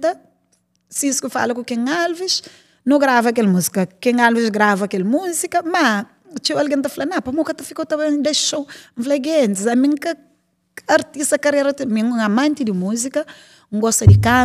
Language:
Kabuverdianu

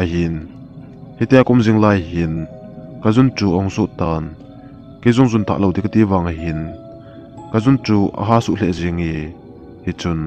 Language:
Thado Chin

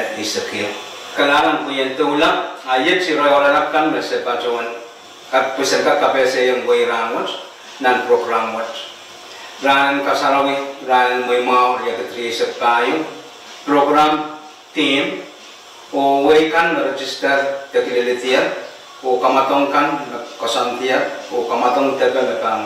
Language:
Pohnpeian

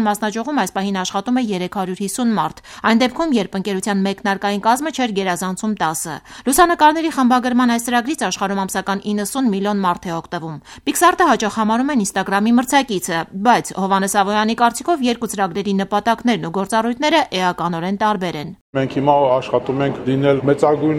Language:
Armenian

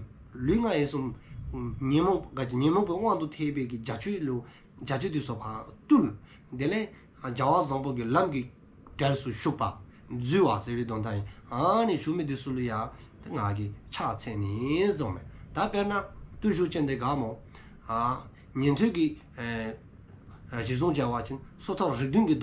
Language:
Dzongkha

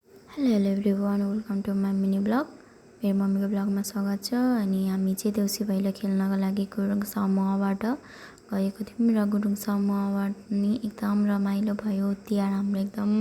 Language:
Nepali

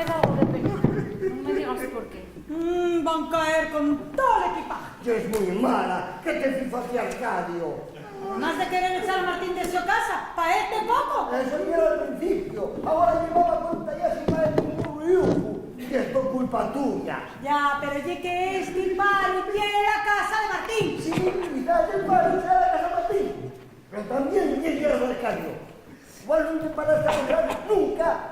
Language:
Asturian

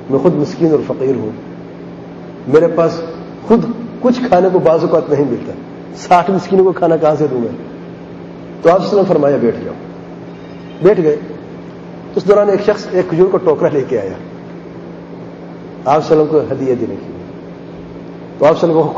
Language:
Urdu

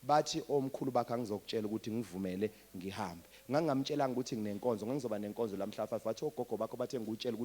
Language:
Zulu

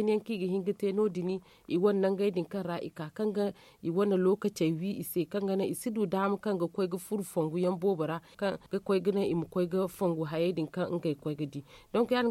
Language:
Zarma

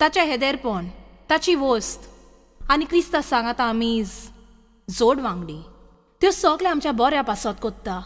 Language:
Konkani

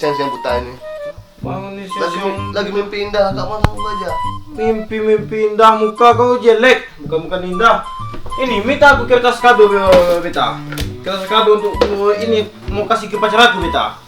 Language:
Minangkabau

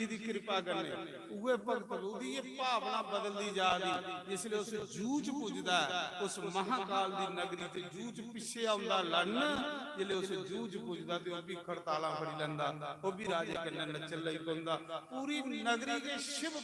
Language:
Dogri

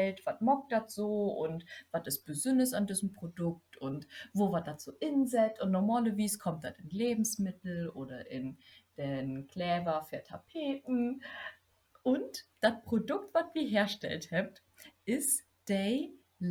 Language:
Low German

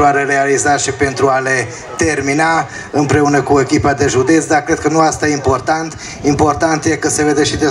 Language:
Romanian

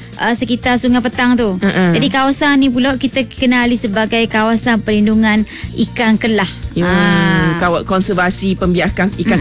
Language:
Malay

